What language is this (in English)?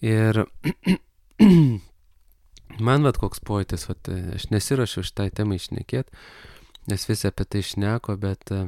Lithuanian